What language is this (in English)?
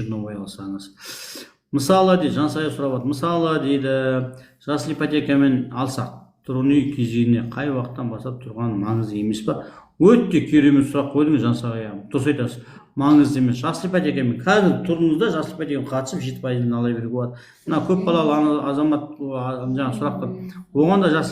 Kazakh